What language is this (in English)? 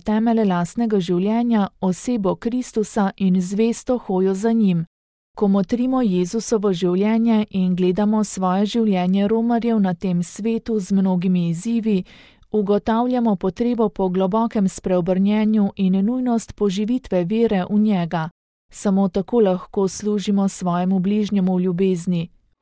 Slovenian